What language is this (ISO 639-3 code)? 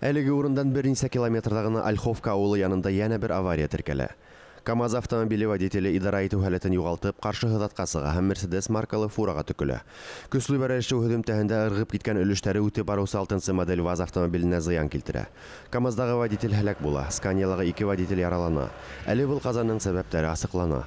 bak